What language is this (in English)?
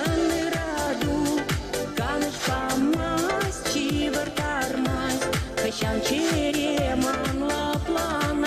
Chuvash